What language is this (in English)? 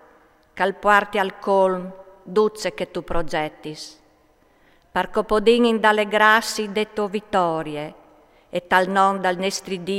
Friulian